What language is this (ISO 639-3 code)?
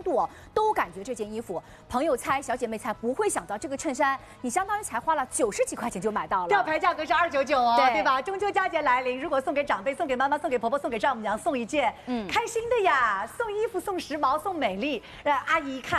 zho